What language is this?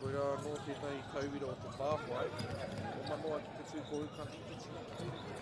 Māori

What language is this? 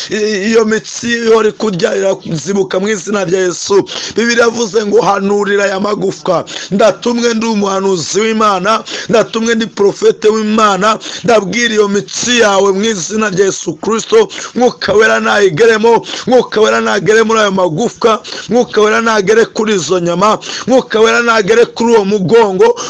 Kinyarwanda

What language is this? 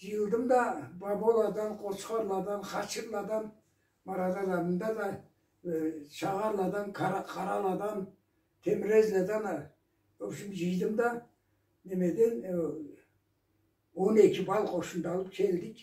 Karachay-Balkar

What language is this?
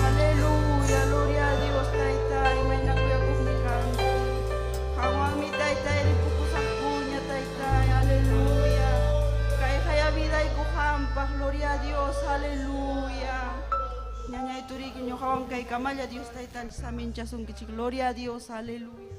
Ayacucho Quechua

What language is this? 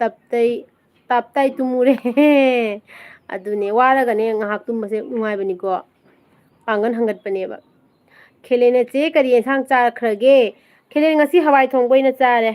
Manipuri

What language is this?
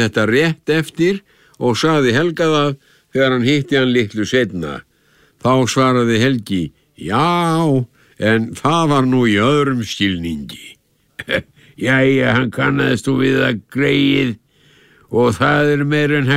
Icelandic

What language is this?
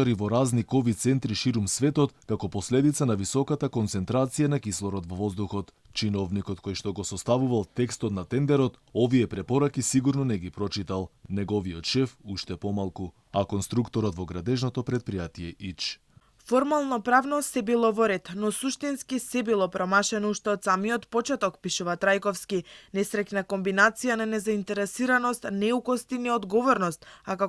Macedonian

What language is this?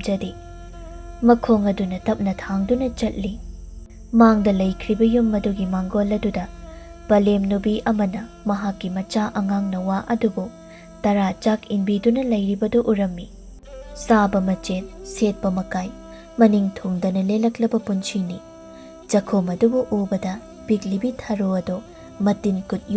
Manipuri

